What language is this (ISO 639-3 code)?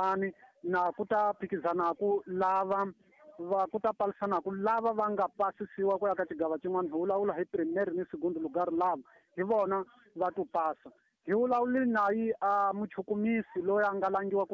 tso